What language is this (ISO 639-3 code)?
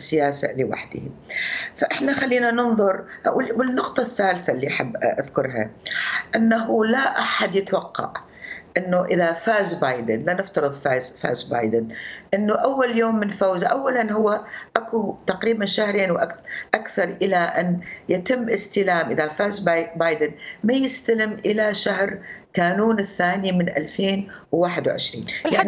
acm